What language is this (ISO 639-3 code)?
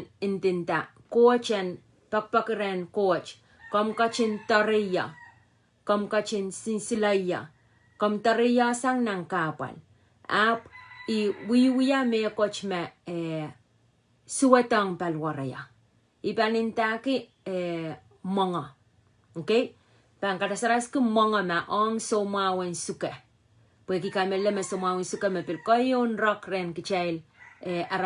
pon